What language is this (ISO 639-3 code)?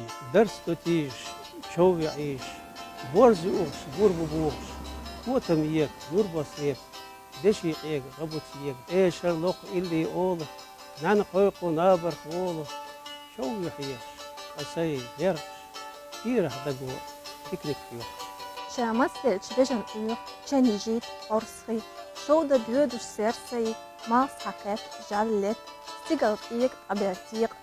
che